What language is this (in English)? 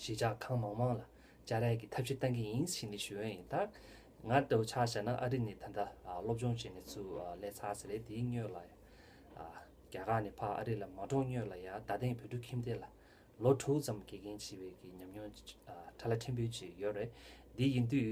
Tibetan